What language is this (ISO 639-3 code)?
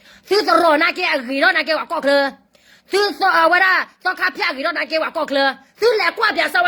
ksw